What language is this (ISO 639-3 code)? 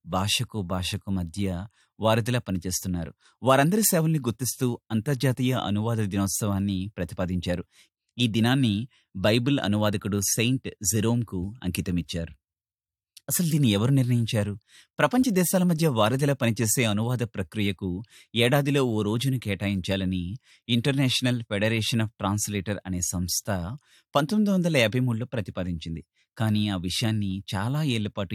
tel